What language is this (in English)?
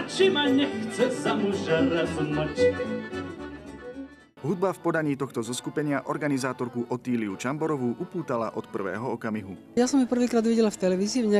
Slovak